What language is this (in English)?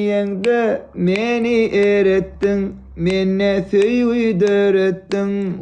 Turkmen